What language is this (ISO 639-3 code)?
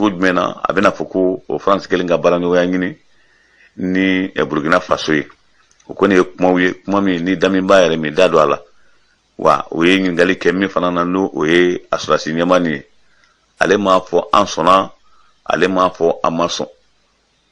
bam